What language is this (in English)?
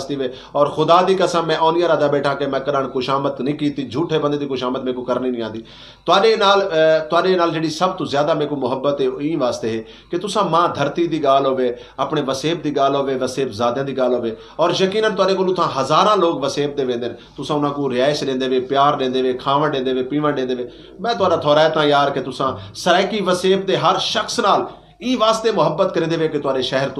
Saraiki